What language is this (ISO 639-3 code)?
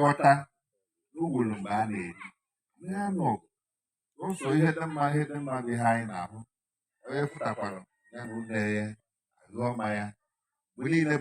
ibo